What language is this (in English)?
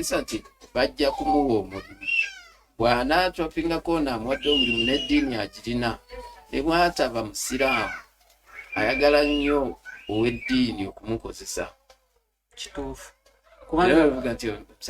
Ganda